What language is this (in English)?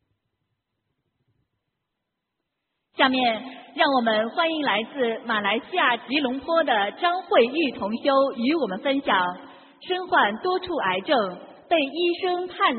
Chinese